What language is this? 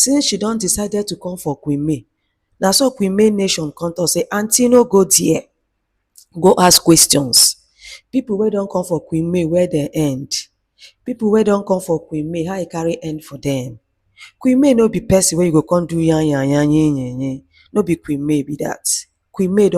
Nigerian Pidgin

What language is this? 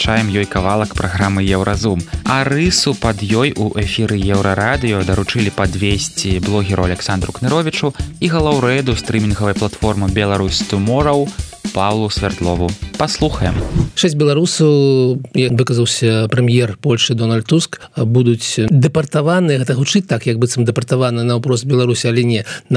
Belarusian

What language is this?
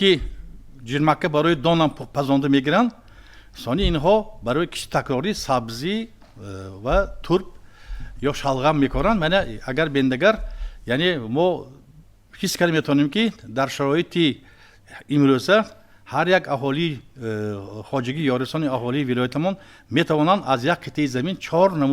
Tajik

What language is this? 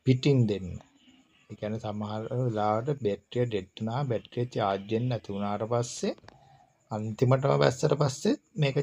Sinhala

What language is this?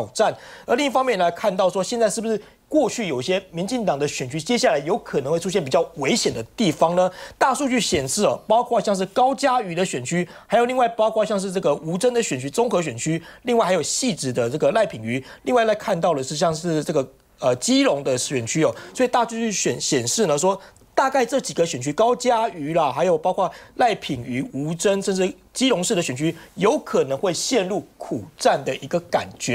Chinese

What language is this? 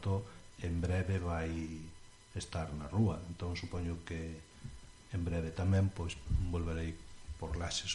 Galician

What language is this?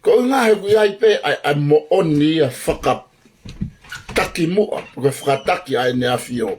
Tongan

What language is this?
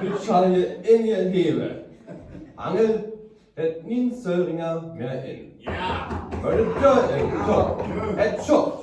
Northern Frisian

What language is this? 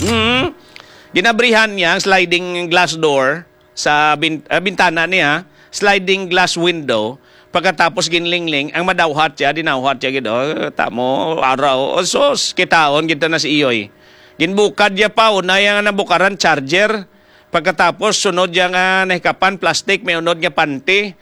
Hiligaynon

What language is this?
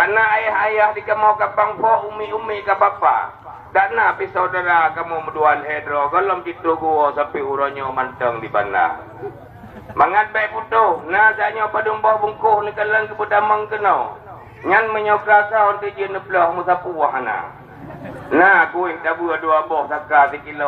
Achinese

